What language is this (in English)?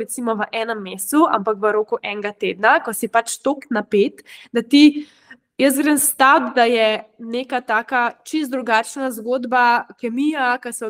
Slovenian